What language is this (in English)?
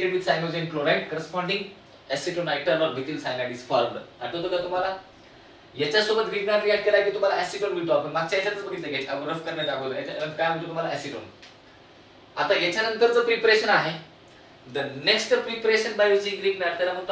Marathi